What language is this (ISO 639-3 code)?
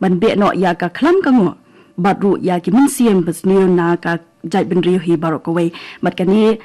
kha